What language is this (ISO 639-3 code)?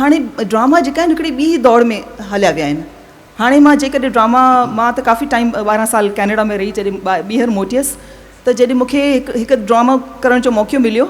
snd